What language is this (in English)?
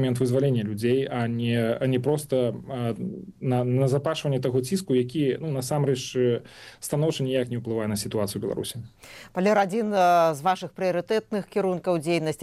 Belarusian